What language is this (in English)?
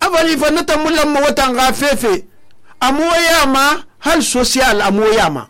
Susu